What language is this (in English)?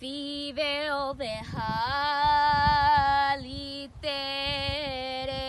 Divehi